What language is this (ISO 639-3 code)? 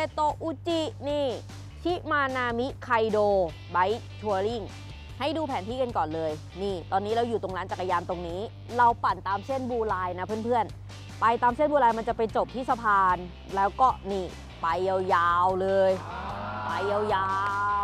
tha